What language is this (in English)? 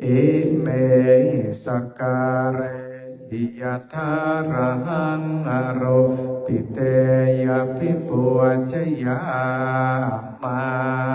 Pali